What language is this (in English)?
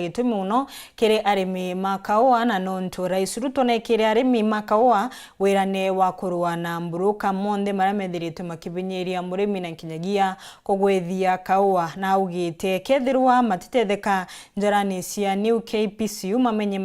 Meru